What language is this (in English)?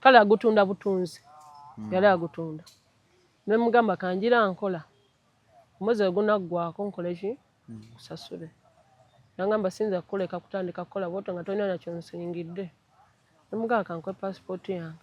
Ganda